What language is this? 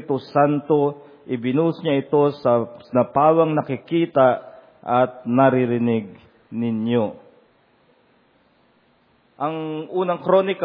Filipino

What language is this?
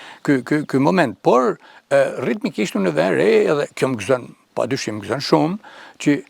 Albanian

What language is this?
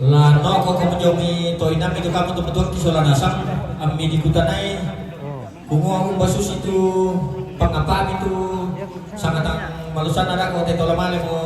Toraja-Sa'dan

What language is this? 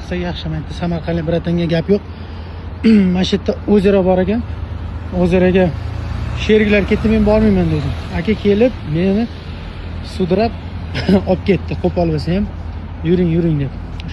Uzbek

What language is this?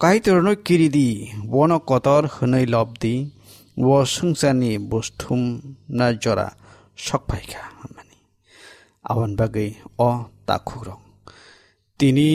Kok Borok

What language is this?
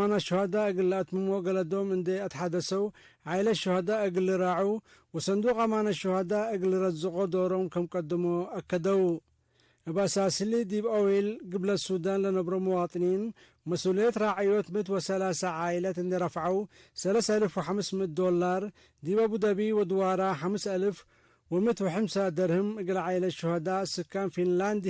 Tigre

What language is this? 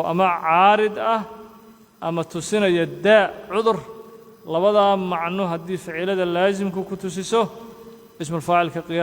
Somali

